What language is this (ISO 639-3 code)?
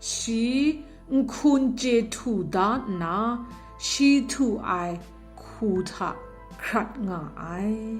kac